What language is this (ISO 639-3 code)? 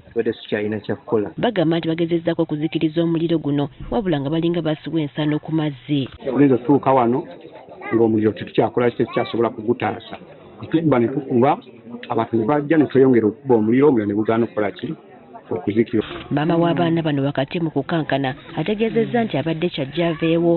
lug